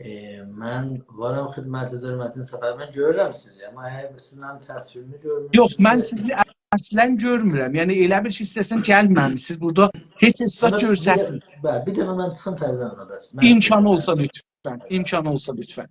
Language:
South Azerbaijani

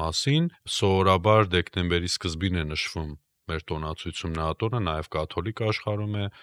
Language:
Armenian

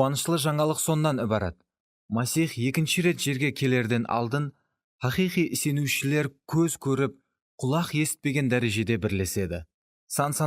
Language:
Kara-Kalpak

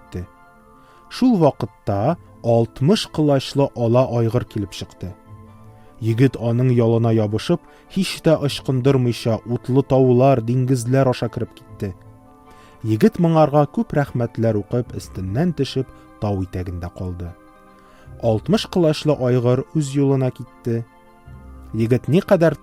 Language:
Tatar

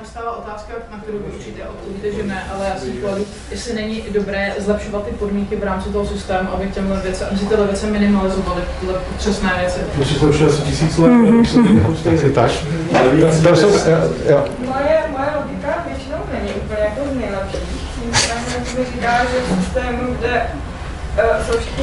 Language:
Czech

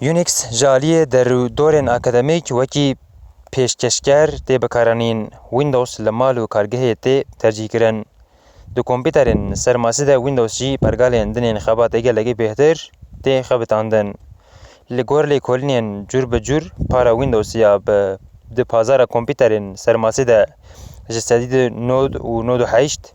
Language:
Kurdish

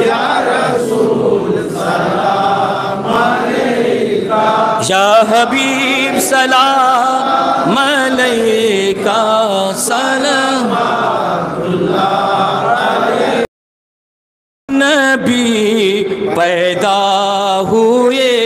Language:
Urdu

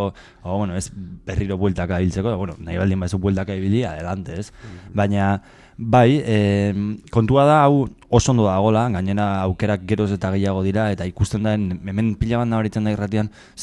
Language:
Basque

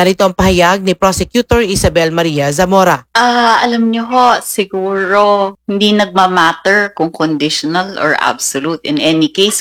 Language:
Filipino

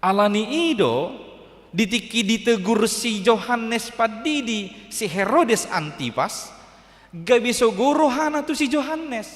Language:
Batak Toba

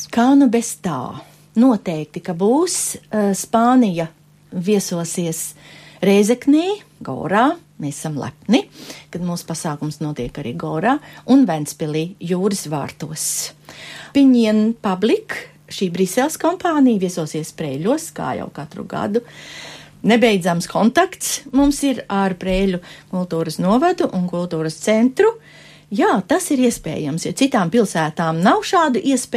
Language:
Latvian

